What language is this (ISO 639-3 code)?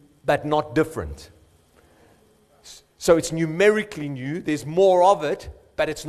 eng